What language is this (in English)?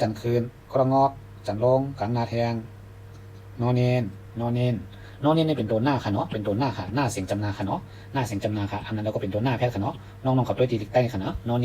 Shan